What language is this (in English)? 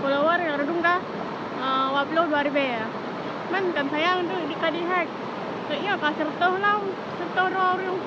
Achinese